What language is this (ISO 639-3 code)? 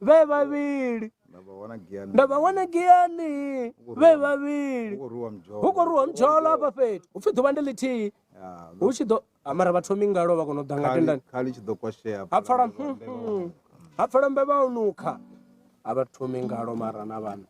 ven